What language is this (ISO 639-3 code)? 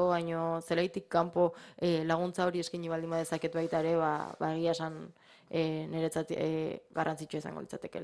eus